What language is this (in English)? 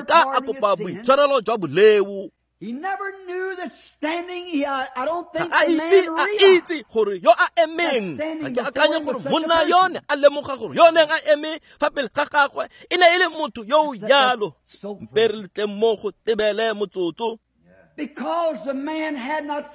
Tswana